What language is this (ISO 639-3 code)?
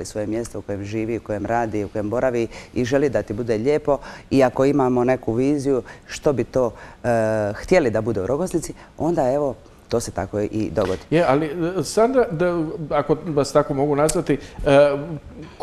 hrv